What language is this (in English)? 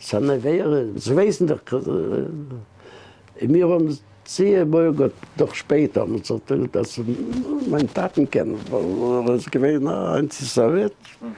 Yiddish